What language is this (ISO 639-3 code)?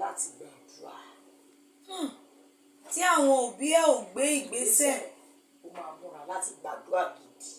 yor